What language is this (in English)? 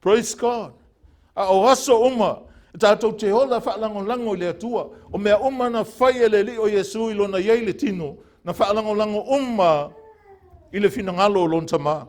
Samoan